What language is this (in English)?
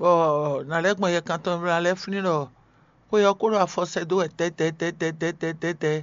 Fon